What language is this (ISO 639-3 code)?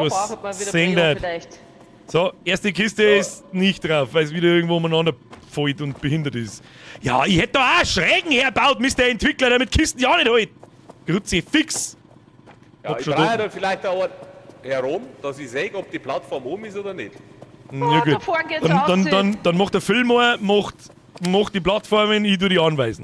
bar